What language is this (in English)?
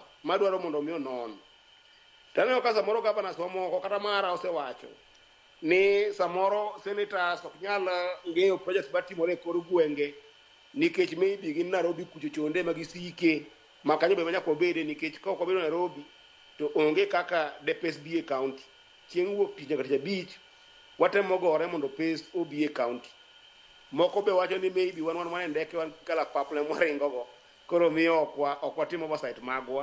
Luo (Kenya and Tanzania)